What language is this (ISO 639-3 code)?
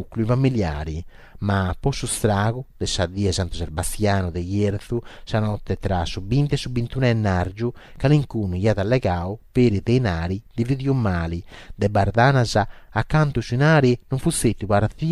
srd